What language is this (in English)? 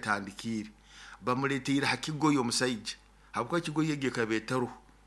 Nyoro